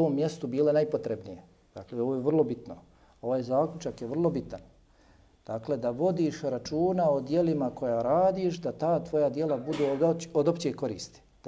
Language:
Bosnian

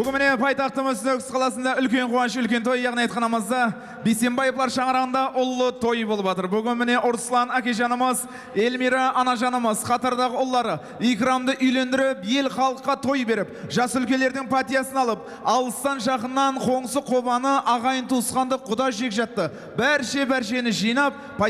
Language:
Kara-Kalpak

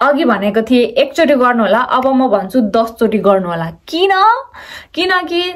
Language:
Nepali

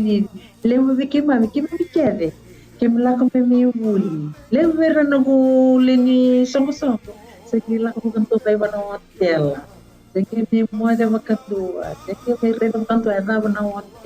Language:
Fijian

